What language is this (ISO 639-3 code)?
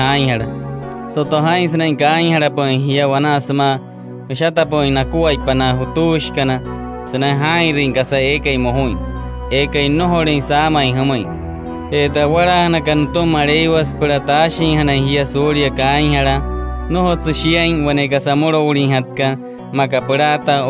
guc